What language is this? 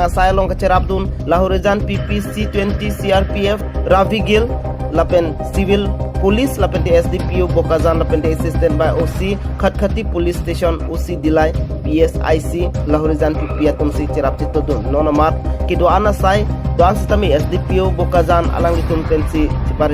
Karbi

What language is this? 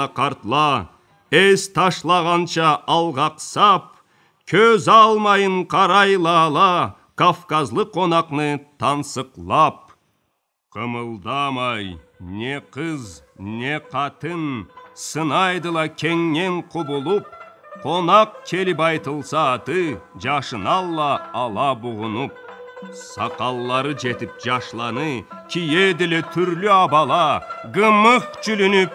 Karachay-Balkar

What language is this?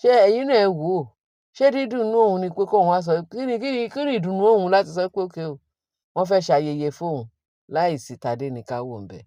Yoruba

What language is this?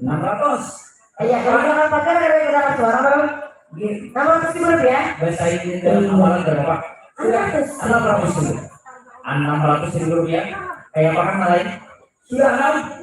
Banjar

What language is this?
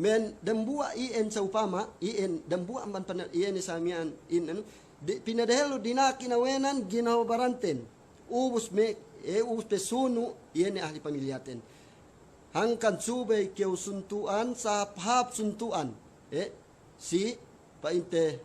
Yakan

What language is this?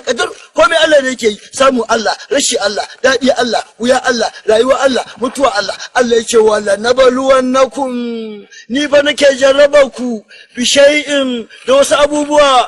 Hausa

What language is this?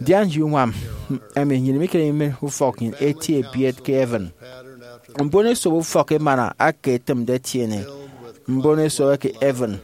Efik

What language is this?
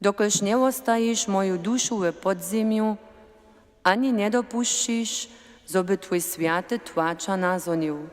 Upper Sorbian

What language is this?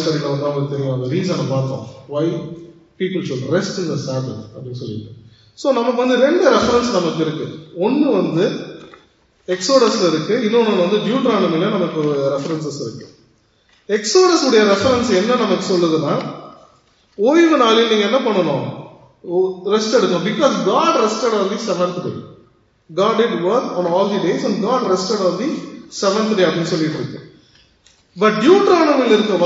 Tamil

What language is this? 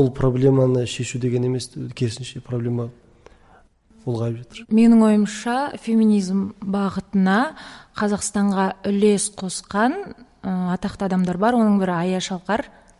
Kazakh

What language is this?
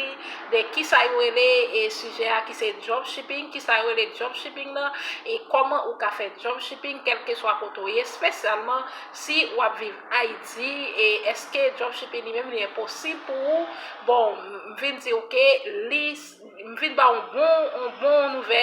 Haitian Creole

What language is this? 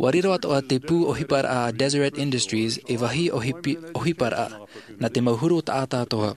Tahitian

